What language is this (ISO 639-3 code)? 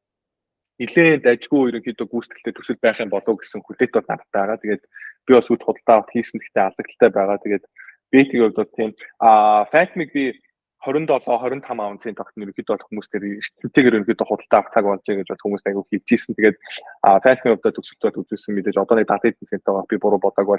mon